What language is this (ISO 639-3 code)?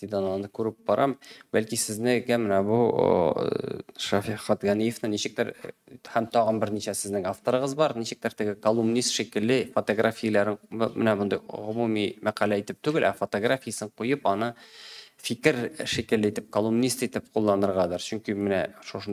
tat